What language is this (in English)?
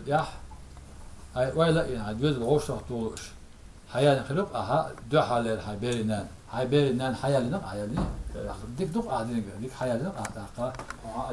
Chechen